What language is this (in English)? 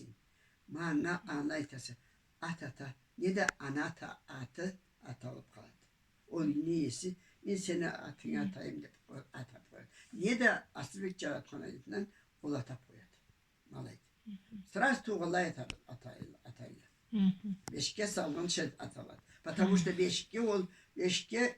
Karachay-Balkar